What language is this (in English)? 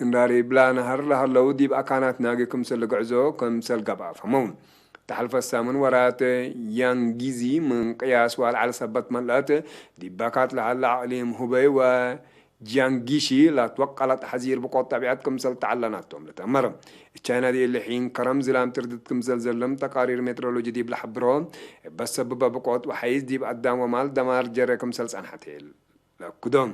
Tigre